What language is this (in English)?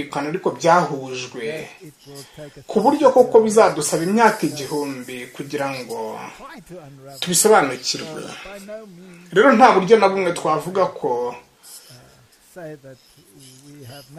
Kinyarwanda